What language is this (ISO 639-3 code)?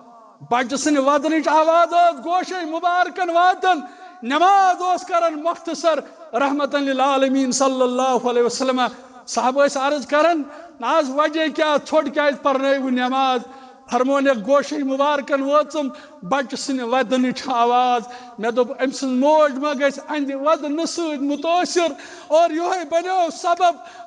kas